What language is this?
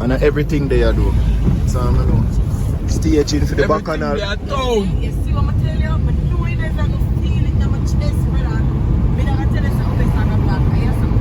Jamaican Creole English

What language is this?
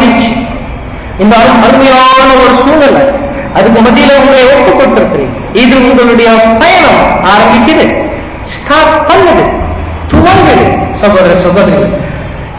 Tamil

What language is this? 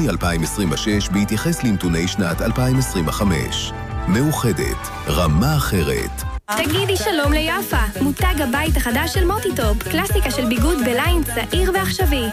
Hebrew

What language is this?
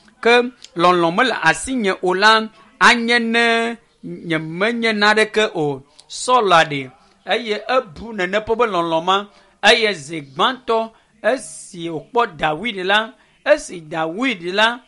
Ewe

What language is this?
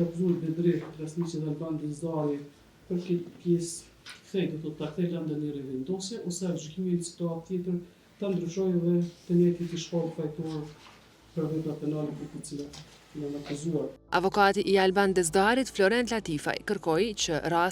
Albanian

